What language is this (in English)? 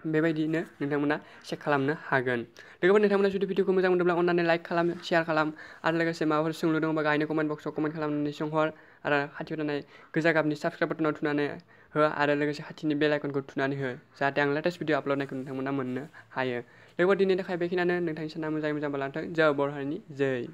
Bodo